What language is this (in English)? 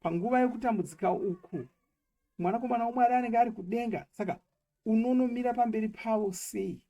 Shona